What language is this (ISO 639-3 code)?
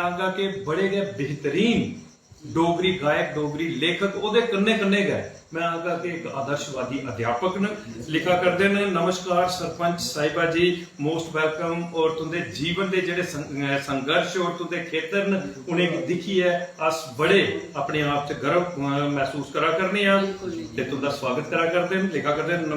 doi